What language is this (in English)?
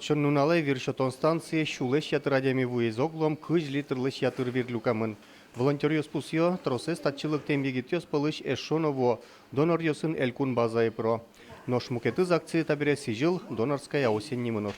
Udmurt